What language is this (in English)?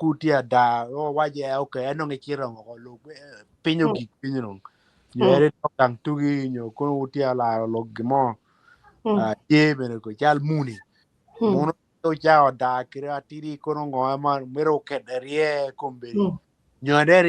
Acoli